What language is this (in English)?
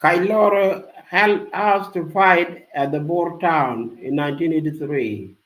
Nuer